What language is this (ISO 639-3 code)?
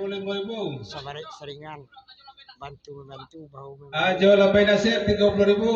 min